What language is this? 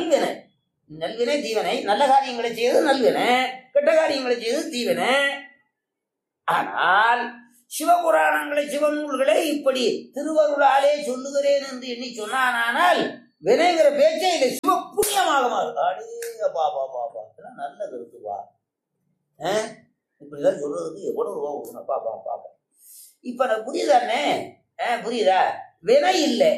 Tamil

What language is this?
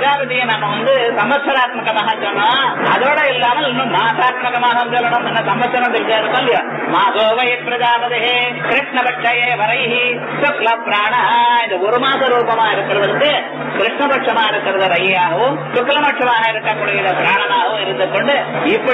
Tamil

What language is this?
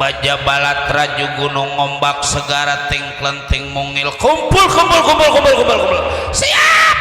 Betawi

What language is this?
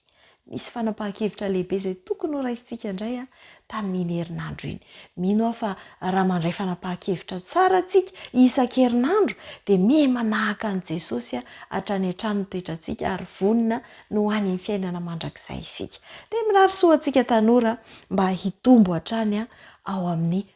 Malagasy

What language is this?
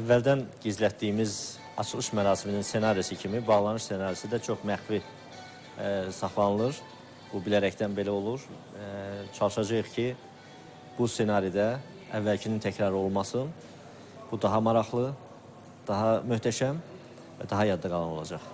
Azerbaijani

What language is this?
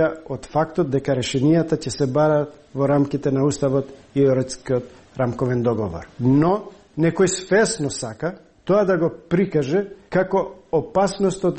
Macedonian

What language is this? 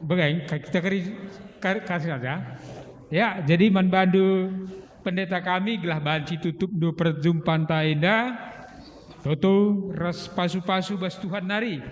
Batak Karo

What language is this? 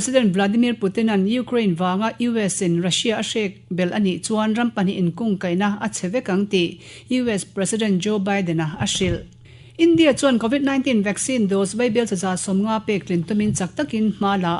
Mizo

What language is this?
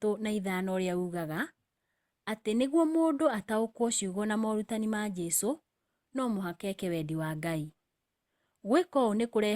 Kikuyu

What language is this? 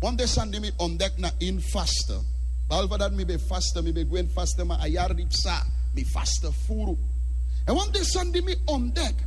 Sranan Tongo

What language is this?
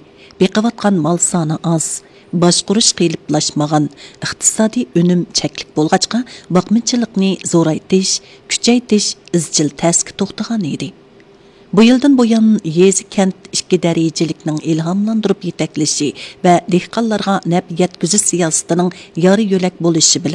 Uyghur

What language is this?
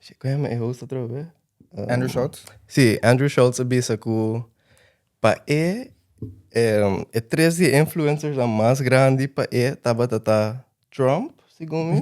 Papiamento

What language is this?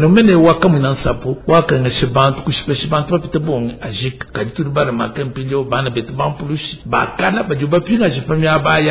Luba-Lulua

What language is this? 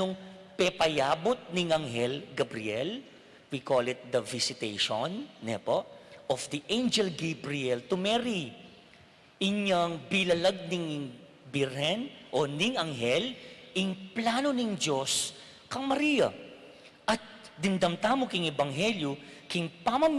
Pampanga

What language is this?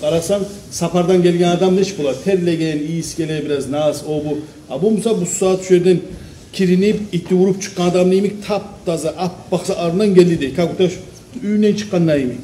Kumyk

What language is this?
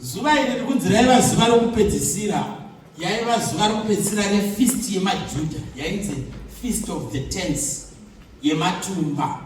Shona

